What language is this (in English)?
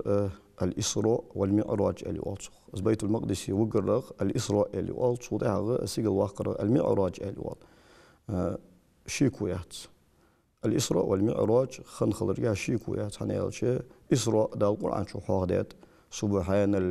Ingush